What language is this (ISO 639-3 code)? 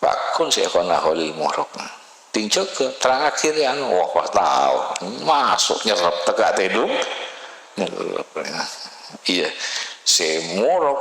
mad